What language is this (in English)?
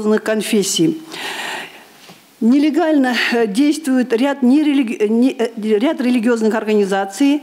Russian